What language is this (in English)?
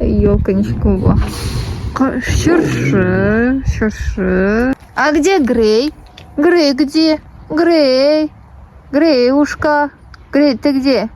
Tatar